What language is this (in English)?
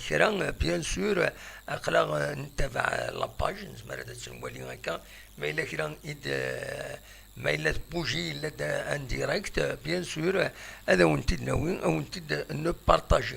Kabyle